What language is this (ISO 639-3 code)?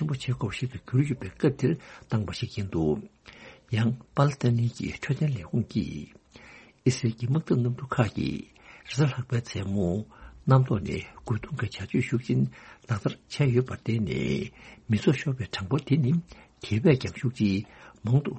bod